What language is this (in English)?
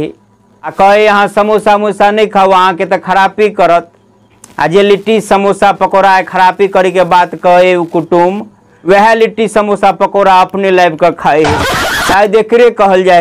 Maithili